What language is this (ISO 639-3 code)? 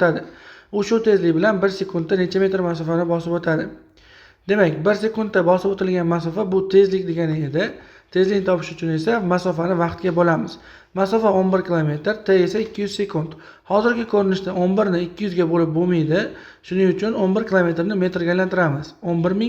uzb